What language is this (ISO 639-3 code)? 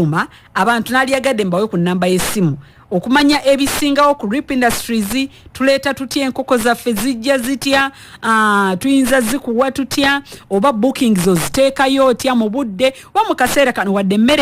lug